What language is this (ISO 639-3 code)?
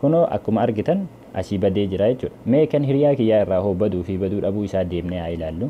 orm